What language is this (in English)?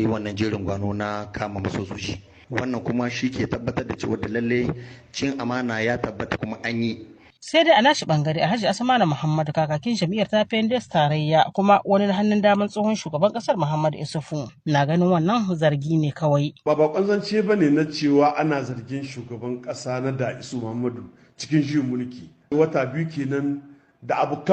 Hausa